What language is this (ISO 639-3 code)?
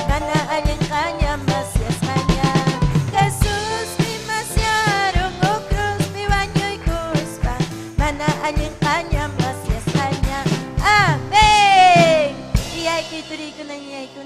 quy